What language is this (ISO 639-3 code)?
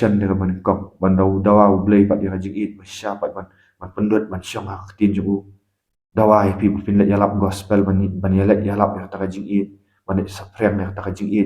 kha